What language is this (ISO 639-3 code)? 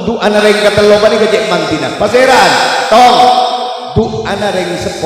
mad